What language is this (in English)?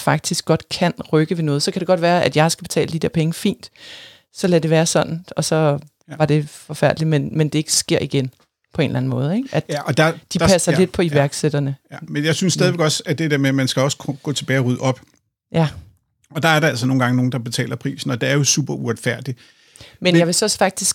Danish